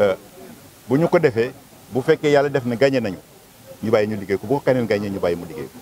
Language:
Wolof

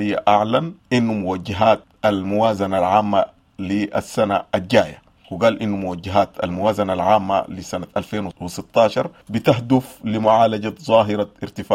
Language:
Sudanese Arabic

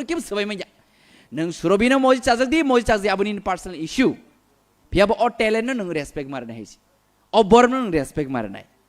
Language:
Kok Borok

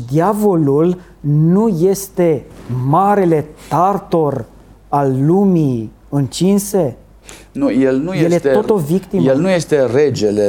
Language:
Romanian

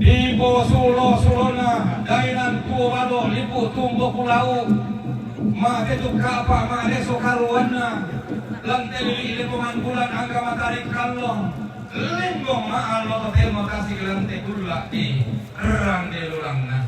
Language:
Toraja-Sa'dan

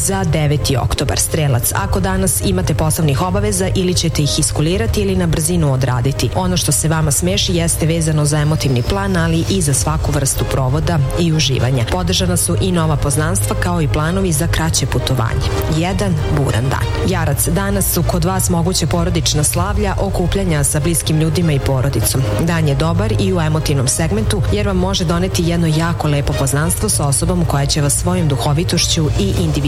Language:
Serbian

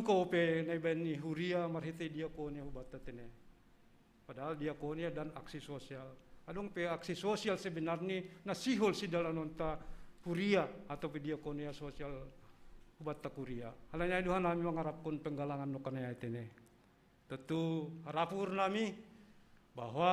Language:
Batak Simalungun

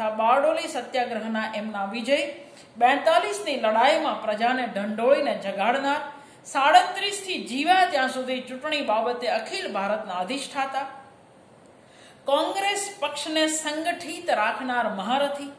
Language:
Gujarati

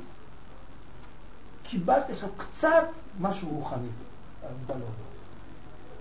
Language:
Hebrew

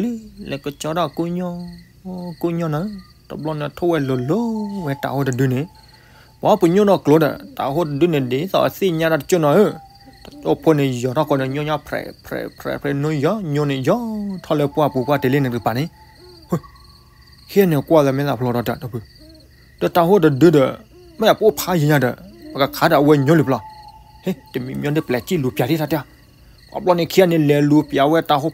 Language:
S'gaw Karen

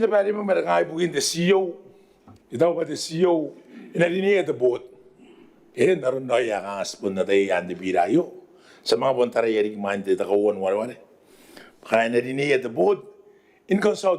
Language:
Gilbertese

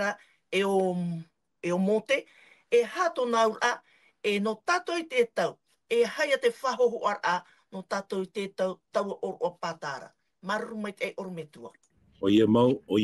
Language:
Tahitian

